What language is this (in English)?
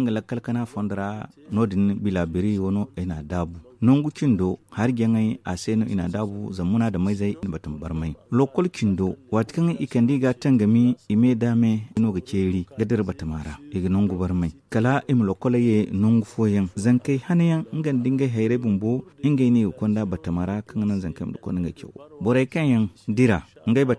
Zarma